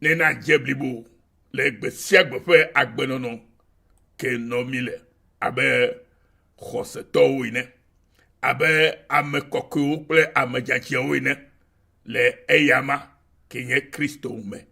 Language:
Ewe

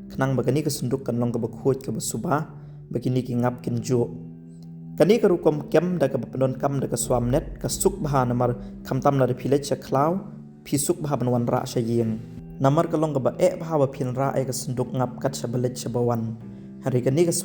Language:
Khasi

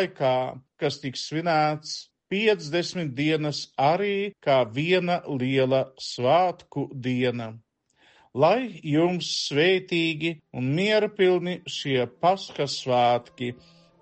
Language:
Latvian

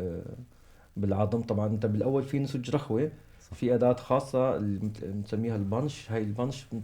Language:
North Levantine Arabic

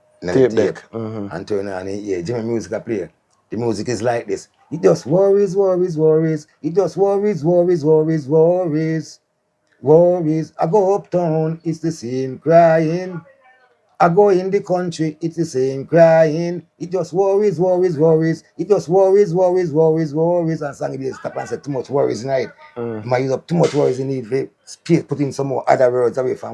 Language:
Jamaican Creole English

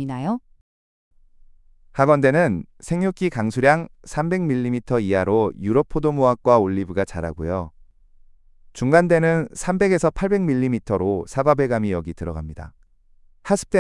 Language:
Korean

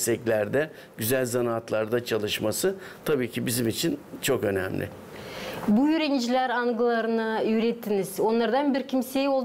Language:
Gagauz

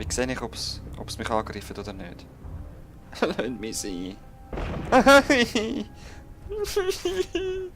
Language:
Swiss German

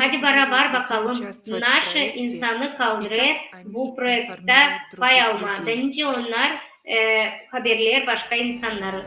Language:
Gagauz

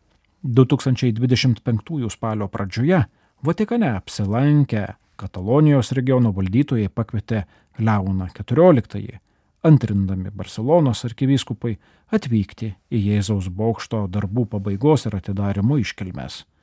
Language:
Lithuanian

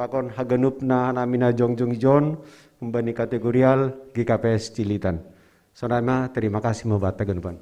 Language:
Batak Simalungun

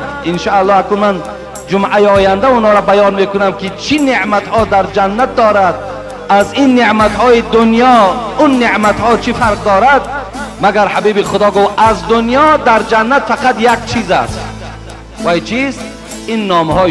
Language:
Tajik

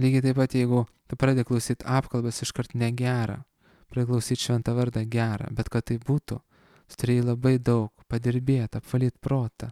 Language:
Lithuanian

